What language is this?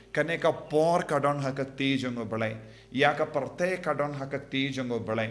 Khasi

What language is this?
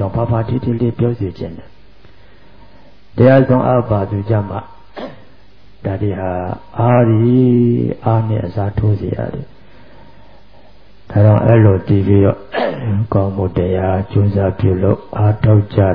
Burmese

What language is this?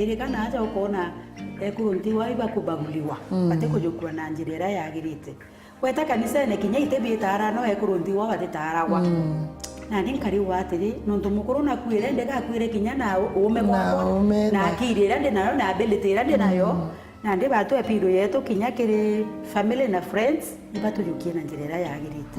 Meru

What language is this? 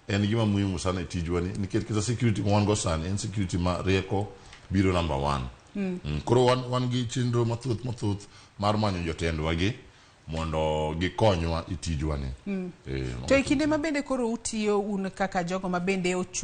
Luo (Kenya and Tanzania)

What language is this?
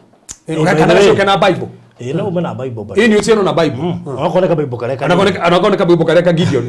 Kikuyu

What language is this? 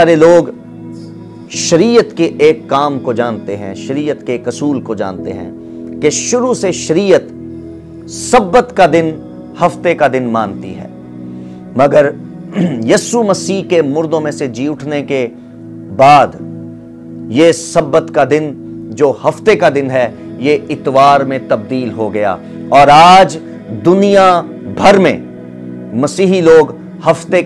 Urdu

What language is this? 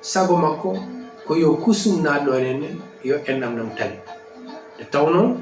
Fula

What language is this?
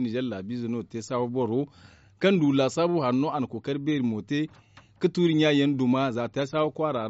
Zarma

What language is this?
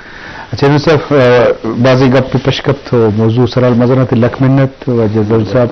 Baluchi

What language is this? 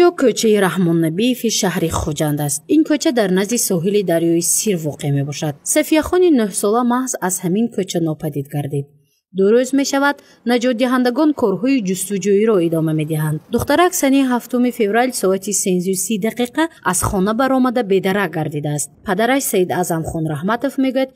Tajik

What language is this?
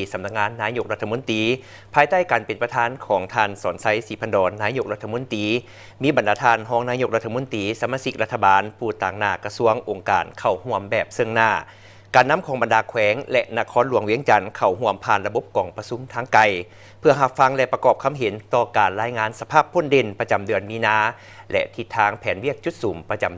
Lao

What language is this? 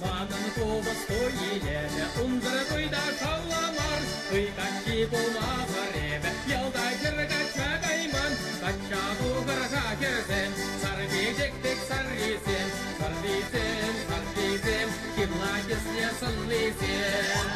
Chuvash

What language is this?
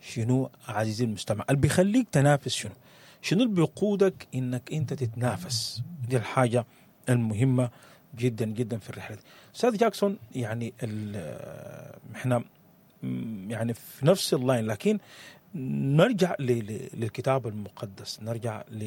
Sudanese Arabic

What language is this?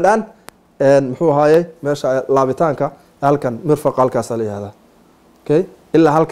Somali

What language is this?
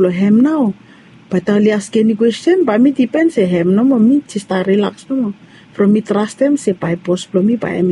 Bislama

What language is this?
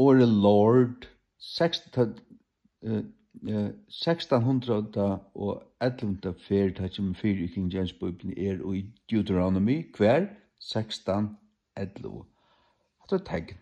Faroese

